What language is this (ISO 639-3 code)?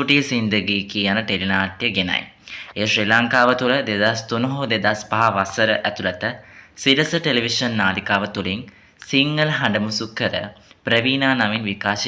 sin